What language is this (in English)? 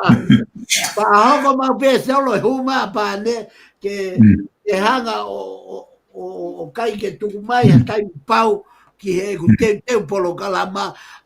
Tongan